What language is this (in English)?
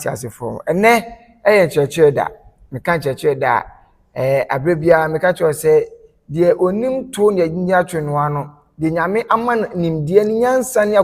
Akan